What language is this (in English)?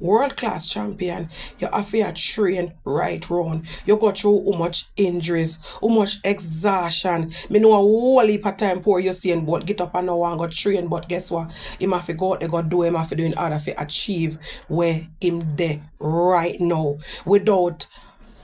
Jamaican Creole English